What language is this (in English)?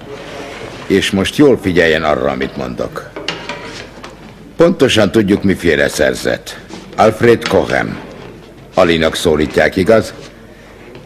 Hungarian